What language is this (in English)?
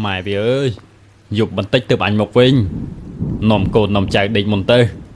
Khmer